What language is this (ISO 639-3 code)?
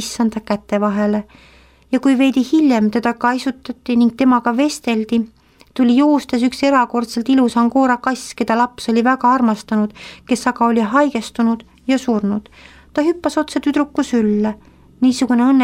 est